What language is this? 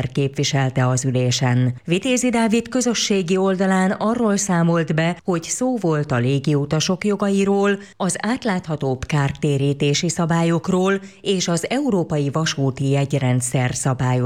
Hungarian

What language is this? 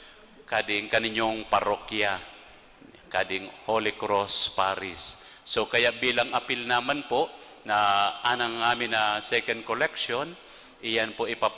Bikol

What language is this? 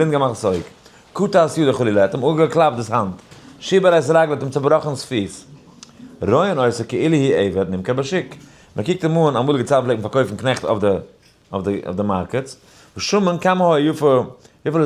Yiddish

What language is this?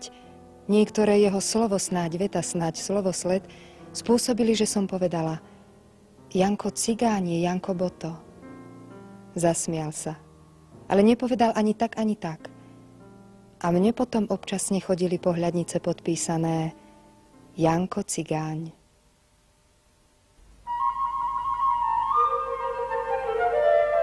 Slovak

